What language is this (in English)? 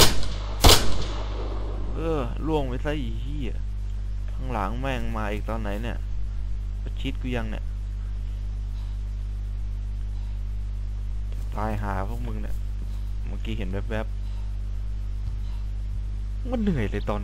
Thai